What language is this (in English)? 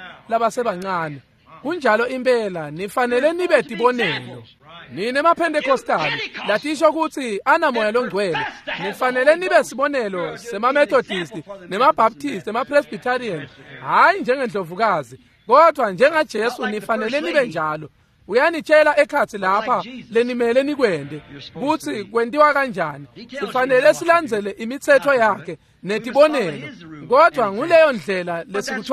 Swati